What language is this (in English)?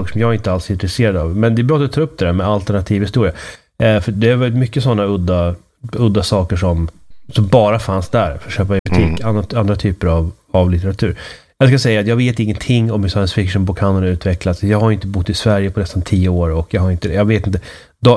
Swedish